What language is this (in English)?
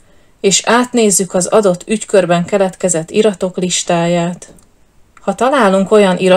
Hungarian